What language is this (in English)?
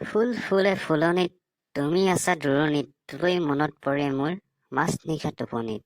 Assamese